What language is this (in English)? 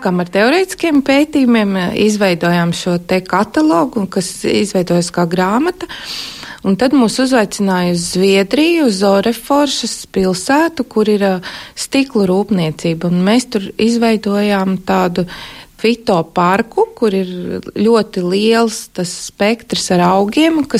Latvian